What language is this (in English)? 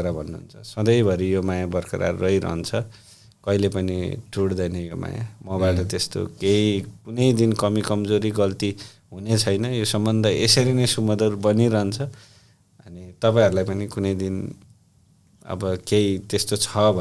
Nepali